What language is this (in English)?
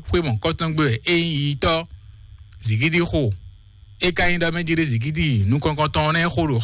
Fon